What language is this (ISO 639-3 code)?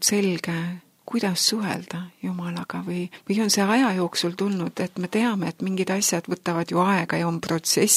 est